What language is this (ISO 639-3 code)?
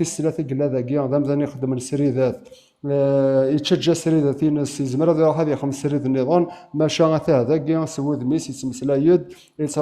kab